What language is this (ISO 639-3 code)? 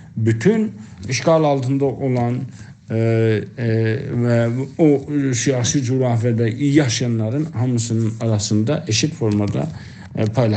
azb